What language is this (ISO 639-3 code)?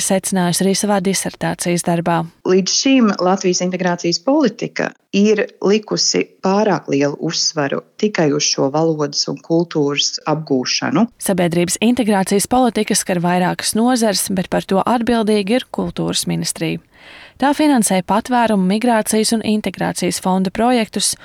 lav